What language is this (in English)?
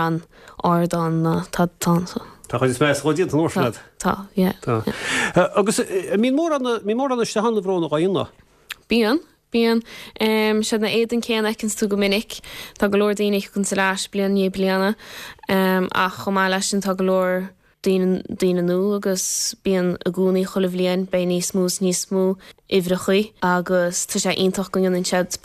Irish